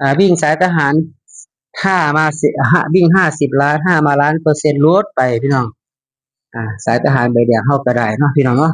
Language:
Northeastern Thai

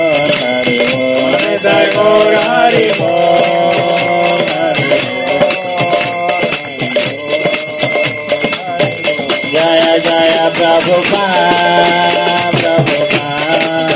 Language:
Odia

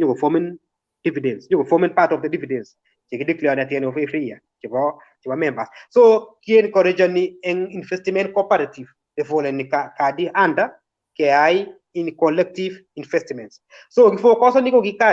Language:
Kalenjin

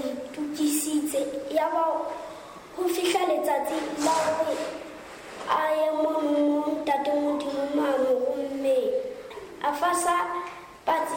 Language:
Southern Sotho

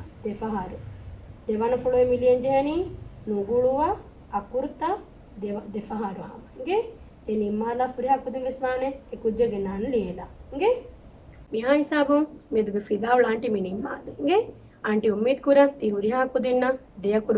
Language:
Divehi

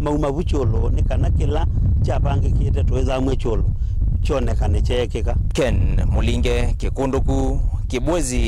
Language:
Kamba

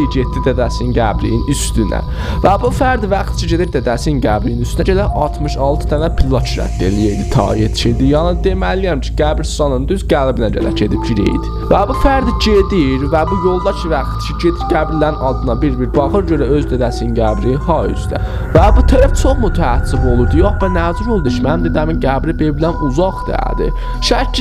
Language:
South Azerbaijani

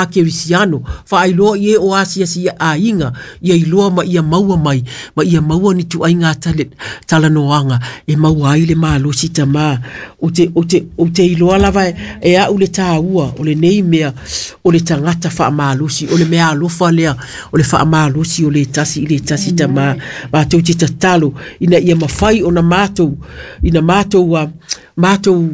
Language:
Samoan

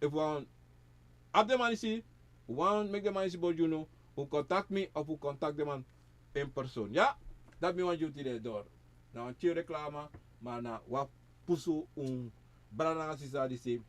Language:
Sranan Tongo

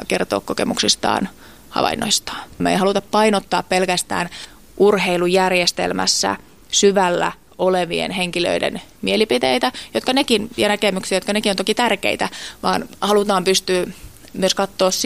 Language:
Finnish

